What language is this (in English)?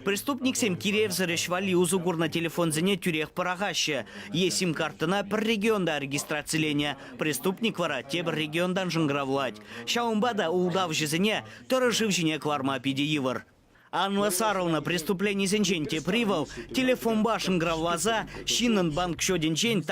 Chuvash